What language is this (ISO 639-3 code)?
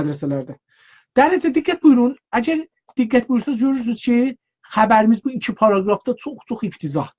azb